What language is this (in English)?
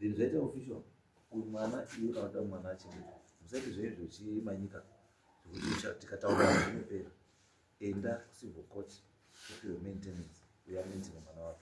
Shona